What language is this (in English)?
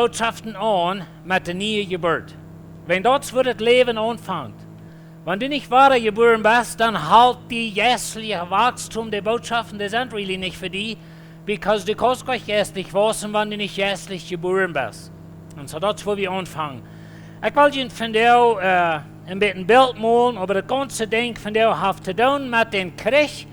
Plautdietsch